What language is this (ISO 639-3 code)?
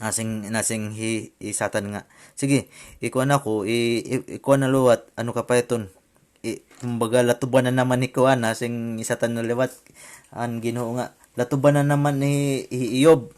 war